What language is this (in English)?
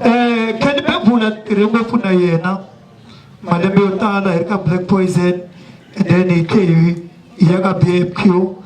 Tsonga